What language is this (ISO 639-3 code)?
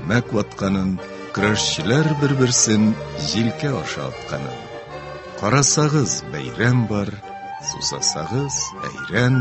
tat